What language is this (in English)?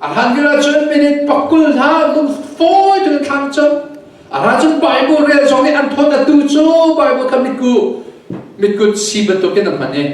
Hakha Chin